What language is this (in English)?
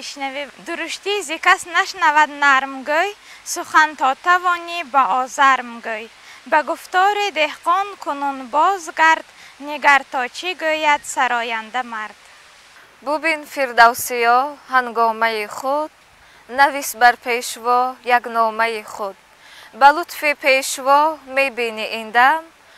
Tajik